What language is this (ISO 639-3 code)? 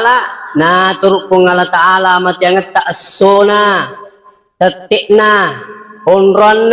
bug